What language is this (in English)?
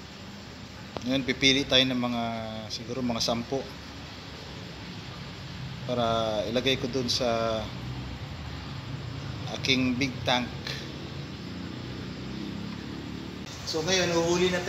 Filipino